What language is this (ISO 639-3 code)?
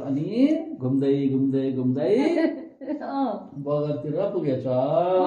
nep